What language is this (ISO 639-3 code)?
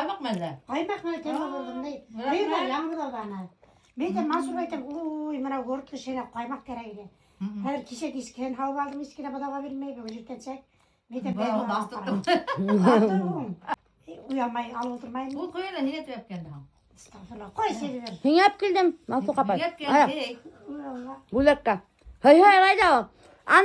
bak